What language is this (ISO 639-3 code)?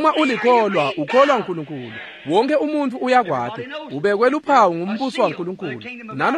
ssw